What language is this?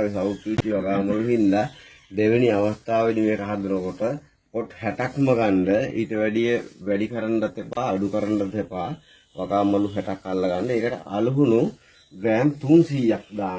Sinhala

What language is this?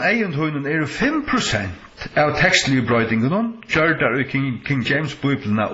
Faroese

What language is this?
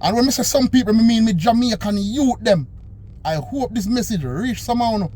Jamaican Creole English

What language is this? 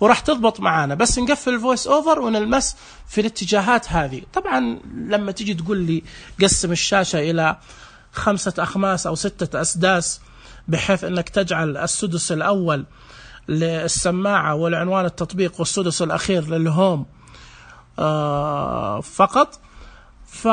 Najdi Arabic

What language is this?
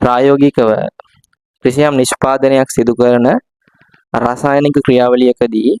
Sinhala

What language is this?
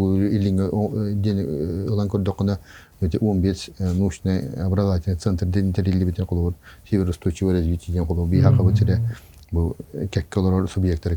Yakut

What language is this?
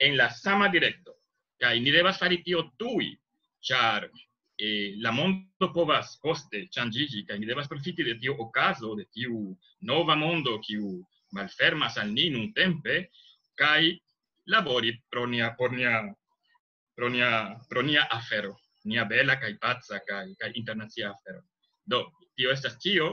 Esperanto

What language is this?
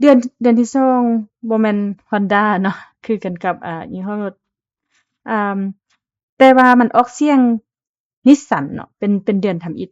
Lao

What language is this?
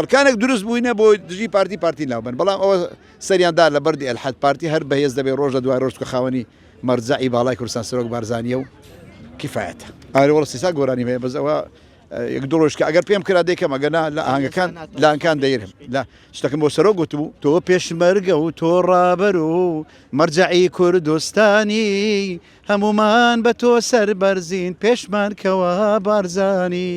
Central Kurdish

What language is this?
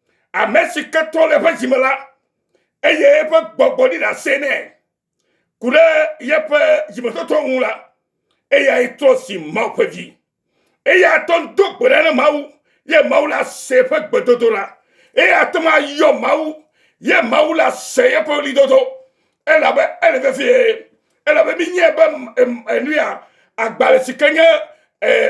Ewe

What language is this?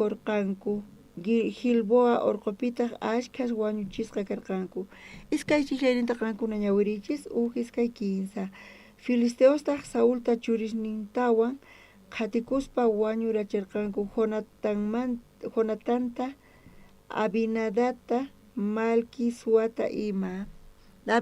South Bolivian Quechua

